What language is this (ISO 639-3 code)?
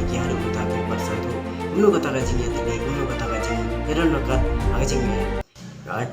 kha